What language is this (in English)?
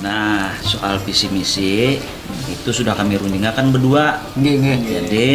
Banjar